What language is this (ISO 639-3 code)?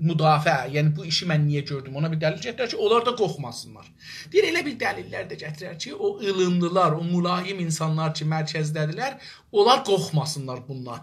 azb